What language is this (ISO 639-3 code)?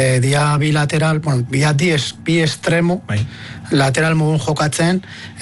eus